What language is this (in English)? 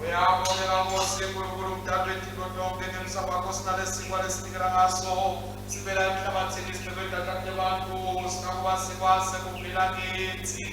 Swati